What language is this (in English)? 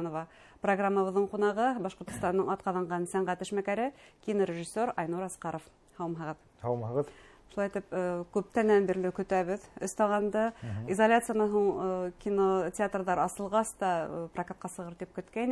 Bashkir